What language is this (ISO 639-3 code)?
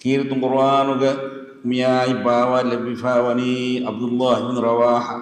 div